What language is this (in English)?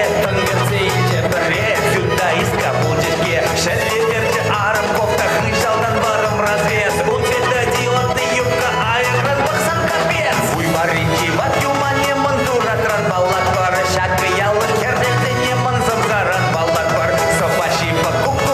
Chuvash